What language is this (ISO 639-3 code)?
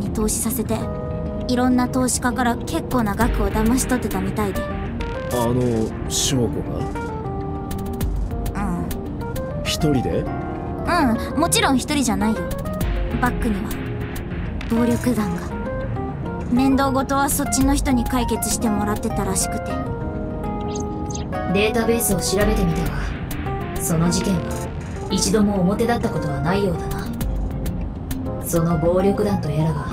jpn